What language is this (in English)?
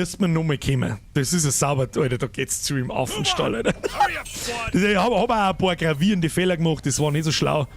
Bavarian